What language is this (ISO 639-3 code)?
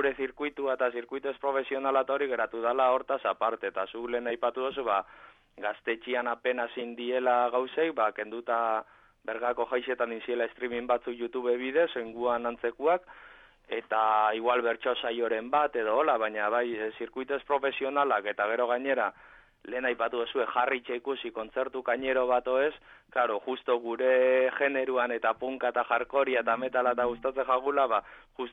eus